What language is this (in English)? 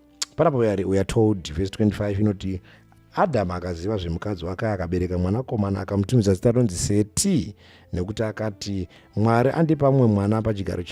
Shona